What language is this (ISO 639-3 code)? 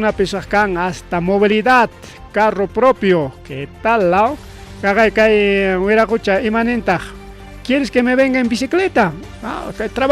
quy